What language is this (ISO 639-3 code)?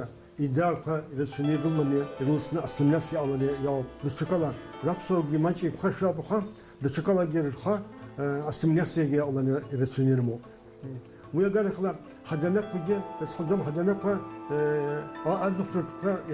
abk